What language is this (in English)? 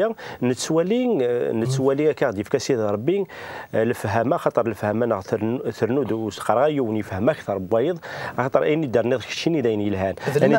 Kabyle